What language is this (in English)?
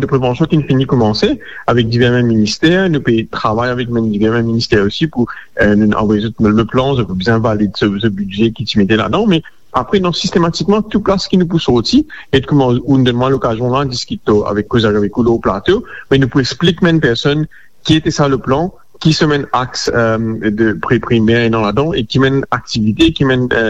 Morisyen